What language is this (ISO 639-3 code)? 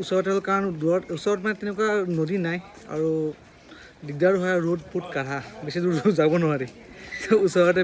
asm